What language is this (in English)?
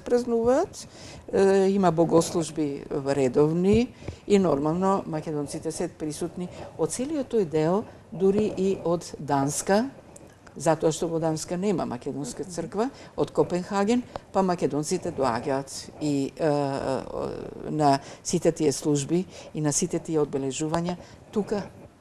Macedonian